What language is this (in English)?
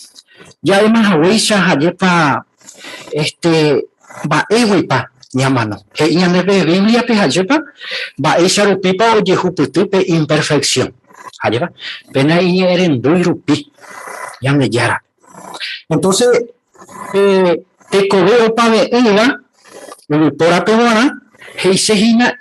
Guarani